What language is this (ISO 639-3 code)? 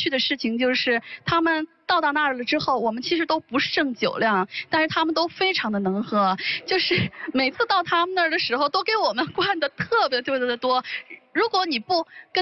zho